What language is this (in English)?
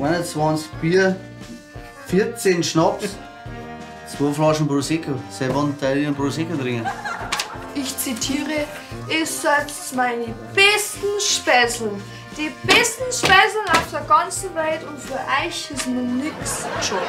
Bavarian